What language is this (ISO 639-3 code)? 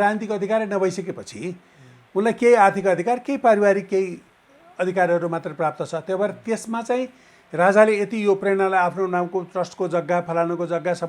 nep